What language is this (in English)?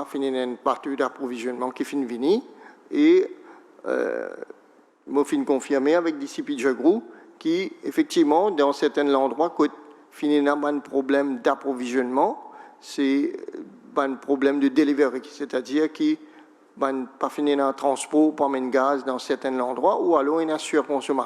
Morisyen